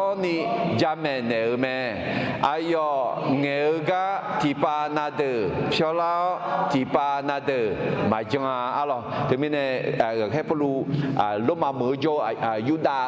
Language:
Akha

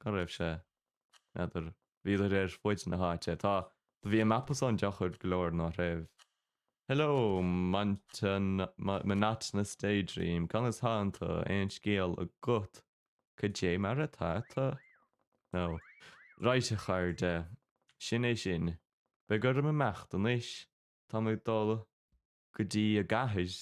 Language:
Irish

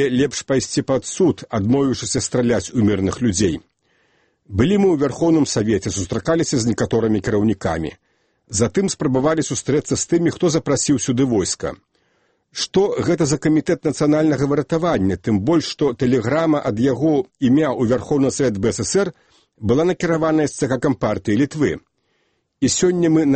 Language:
Belarusian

